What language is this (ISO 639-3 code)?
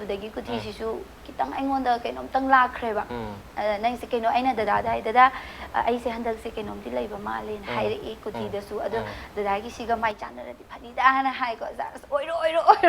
mni